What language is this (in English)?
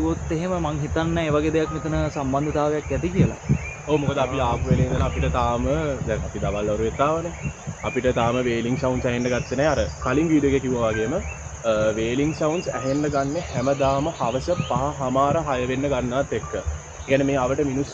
Sinhala